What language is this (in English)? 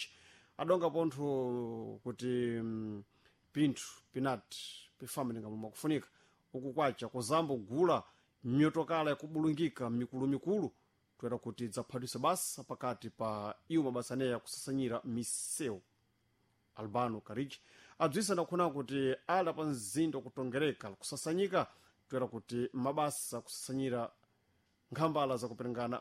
Sena